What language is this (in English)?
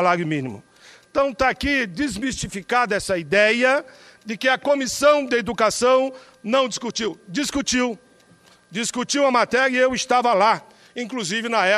Portuguese